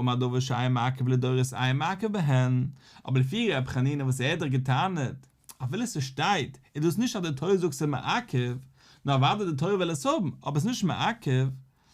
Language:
Yiddish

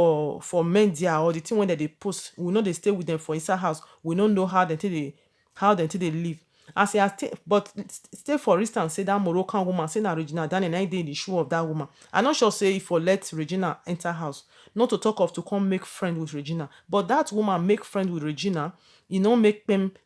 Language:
Nigerian Pidgin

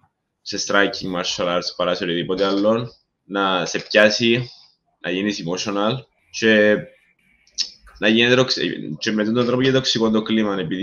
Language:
Greek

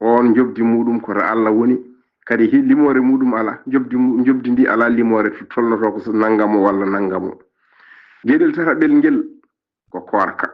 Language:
Fula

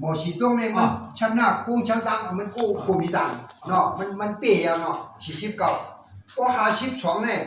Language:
Shan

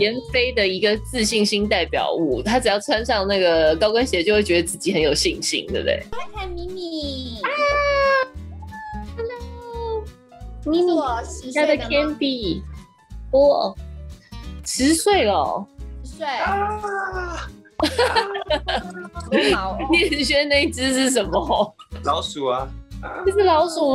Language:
Chinese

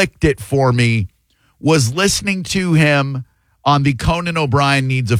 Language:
English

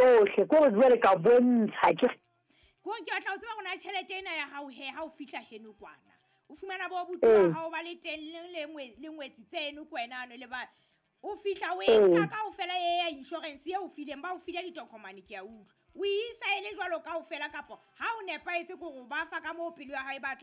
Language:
Southern Sotho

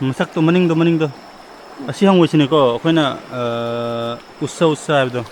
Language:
Manipuri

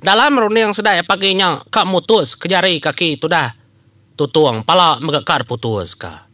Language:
Iban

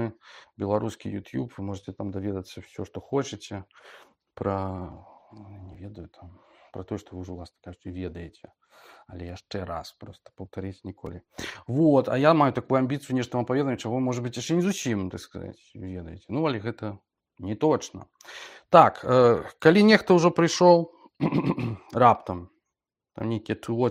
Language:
Belarusian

